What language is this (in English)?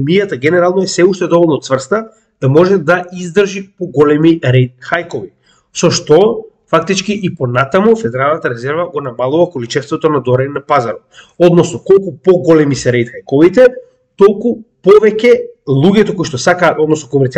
Macedonian